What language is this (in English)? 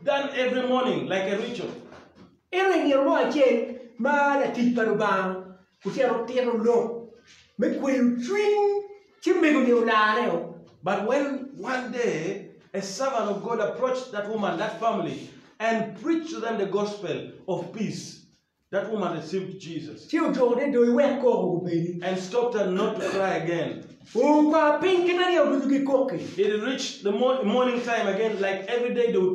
Acoli